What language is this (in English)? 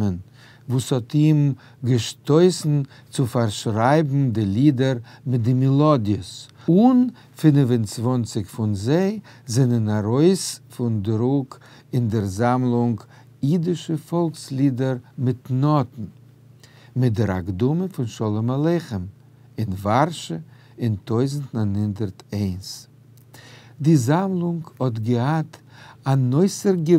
Yiddish